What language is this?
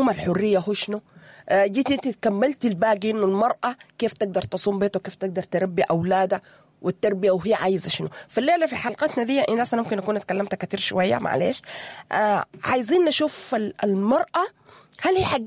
Sudanese Arabic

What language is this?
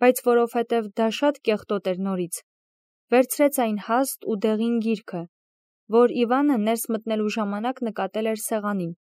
Armenian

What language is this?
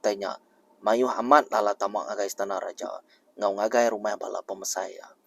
Iban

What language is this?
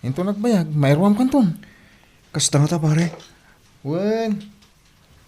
Iloko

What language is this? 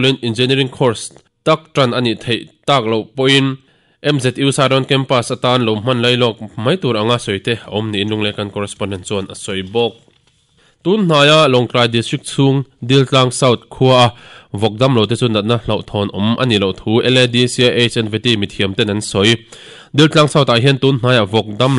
Mizo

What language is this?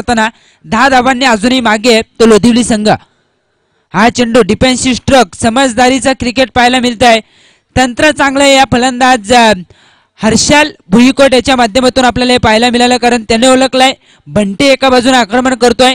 Marathi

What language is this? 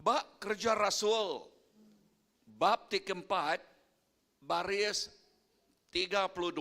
Iban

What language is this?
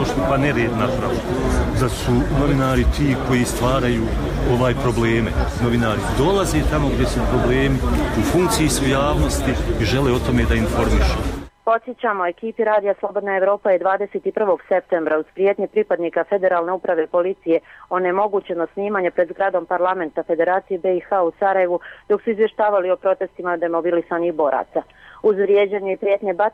Bosnian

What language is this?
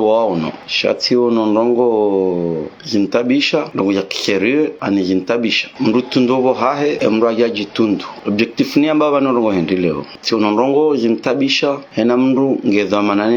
Ngazidja Comorian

